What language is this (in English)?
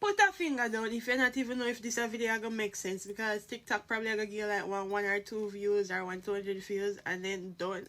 Jamaican Creole English